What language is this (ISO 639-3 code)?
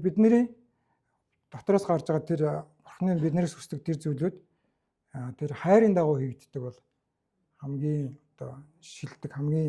mon